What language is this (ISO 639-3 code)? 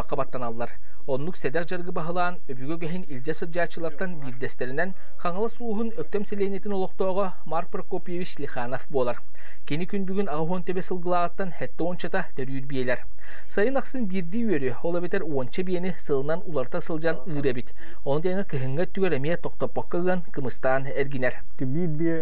sah